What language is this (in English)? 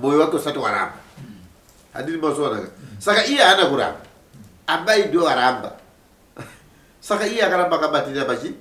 Shona